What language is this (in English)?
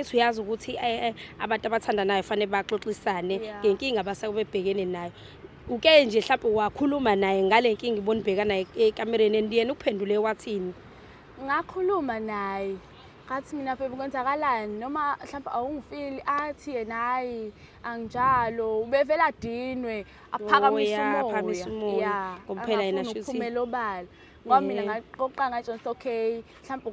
Zulu